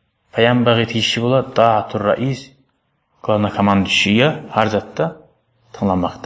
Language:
Kumyk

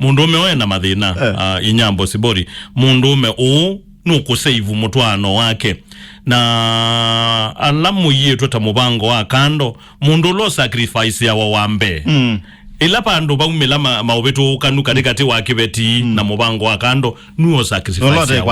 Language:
Kamba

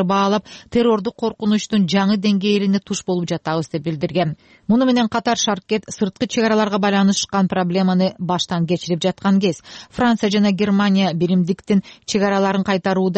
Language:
Kyrgyz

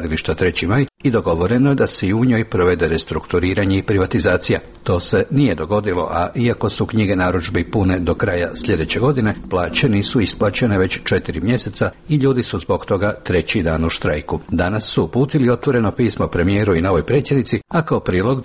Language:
Croatian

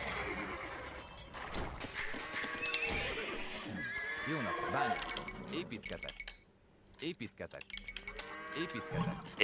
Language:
Hungarian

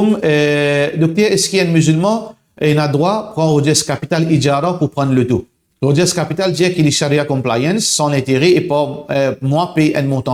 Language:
Morisyen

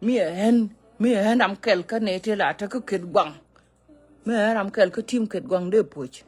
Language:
Nuer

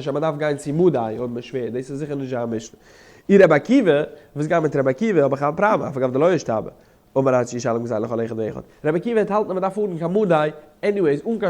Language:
Yiddish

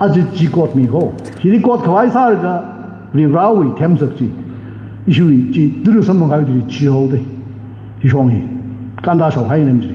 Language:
Tangkhul Naga (India)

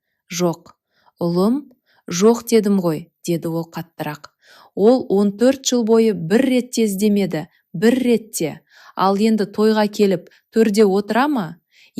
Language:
Kazakh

